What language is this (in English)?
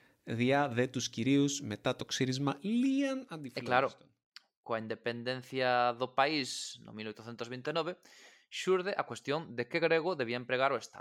Galician